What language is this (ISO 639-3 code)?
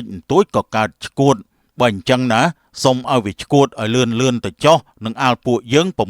khm